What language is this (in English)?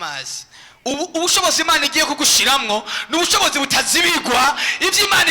Rundi